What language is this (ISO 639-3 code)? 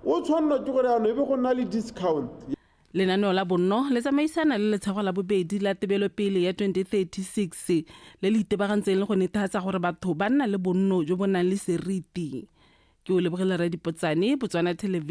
tsn